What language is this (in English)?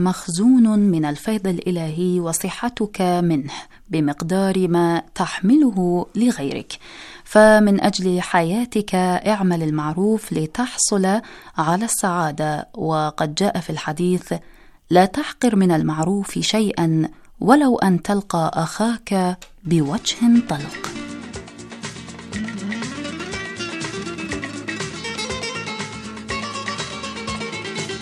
Arabic